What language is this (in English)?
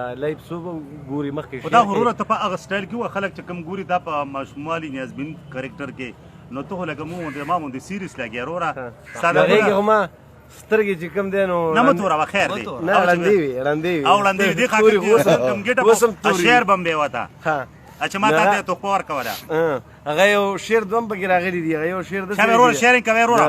Pashto